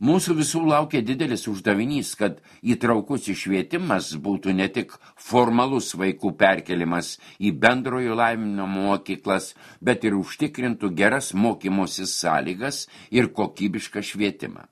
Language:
Lithuanian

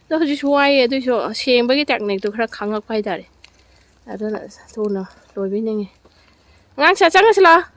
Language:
Manipuri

